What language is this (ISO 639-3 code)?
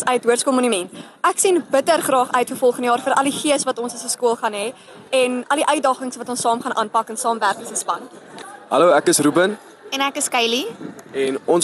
afr